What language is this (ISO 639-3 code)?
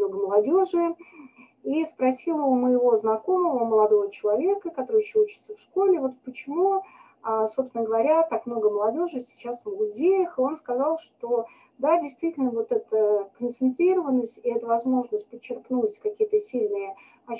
rus